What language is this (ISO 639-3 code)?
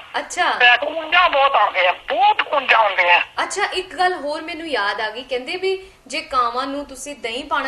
pan